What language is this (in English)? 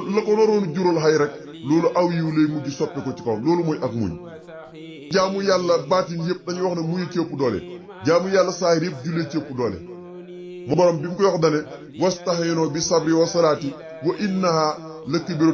Wolof